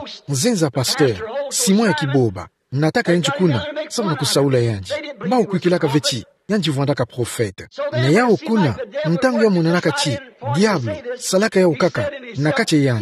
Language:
Kituba (Democratic Republic of Congo)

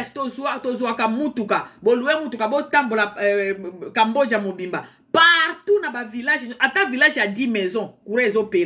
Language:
Lingala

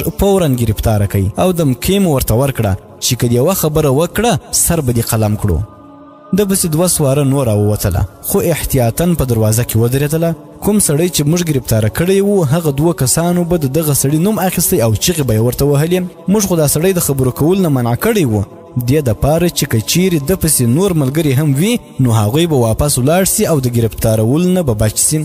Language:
Pashto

